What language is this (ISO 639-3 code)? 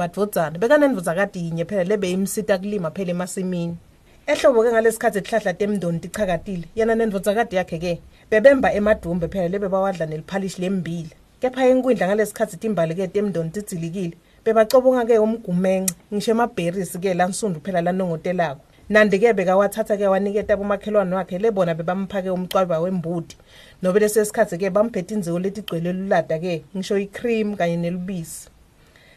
ssw